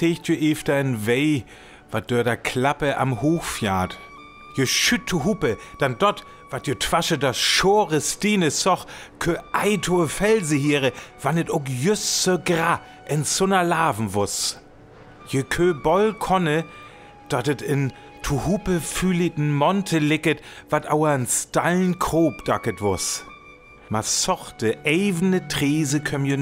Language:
Northern Frisian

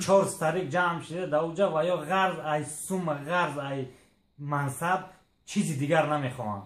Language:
Tajik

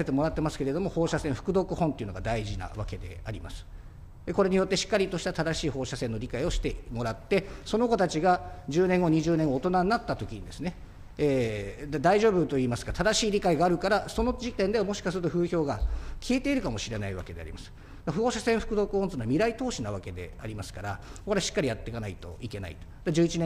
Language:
Japanese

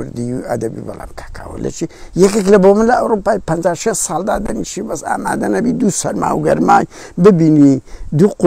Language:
Central Kurdish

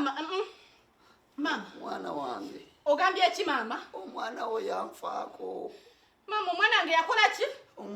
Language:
Ganda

